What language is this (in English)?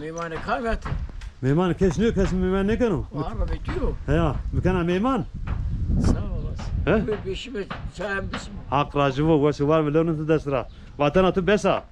Zaza